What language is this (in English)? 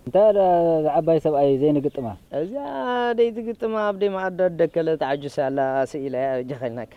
Tigrinya